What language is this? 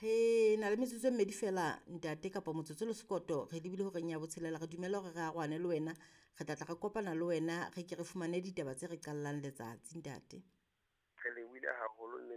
Southern Sotho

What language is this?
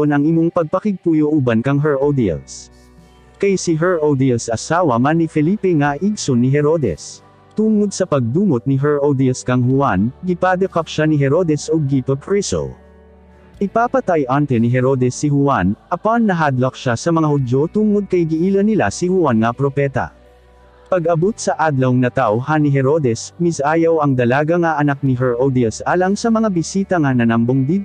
Cebuano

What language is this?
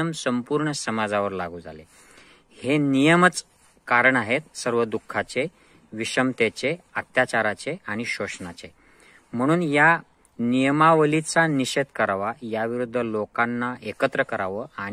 Marathi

